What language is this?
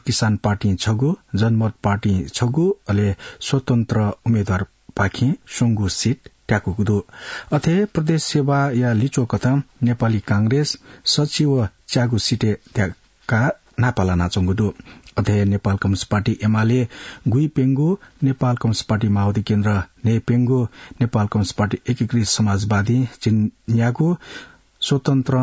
Newari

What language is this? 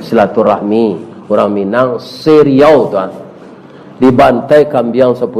Minangkabau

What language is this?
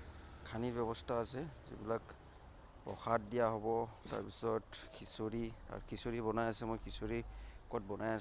Assamese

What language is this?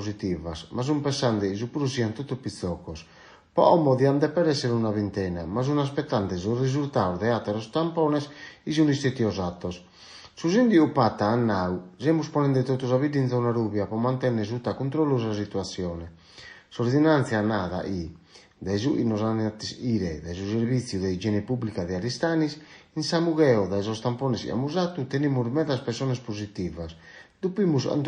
Sardinian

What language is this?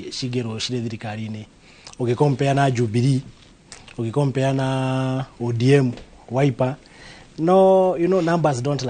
Kikuyu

